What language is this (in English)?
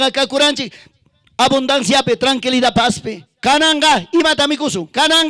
Ayacucho Quechua